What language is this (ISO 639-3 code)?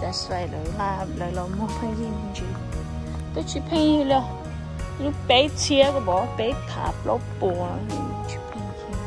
hmn